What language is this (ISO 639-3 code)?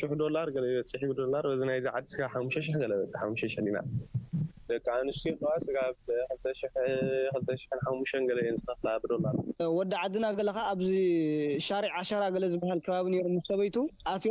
tir